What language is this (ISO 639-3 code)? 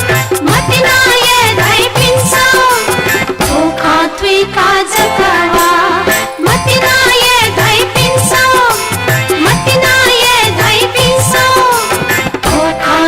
new